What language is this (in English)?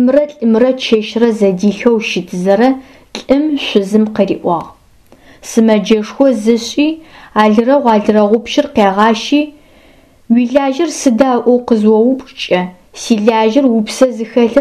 Adyghe